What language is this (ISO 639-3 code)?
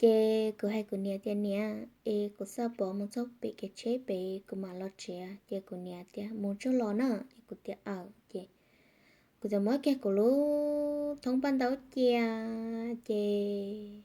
hmn